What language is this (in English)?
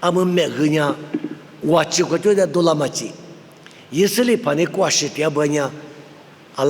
Lisu